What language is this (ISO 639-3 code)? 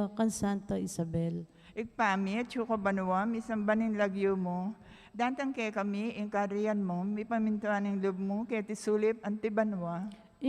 pam